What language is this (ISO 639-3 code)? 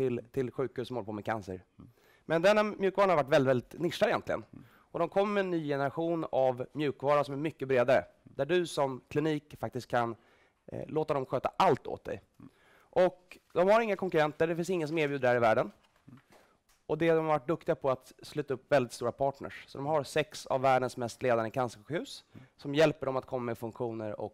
swe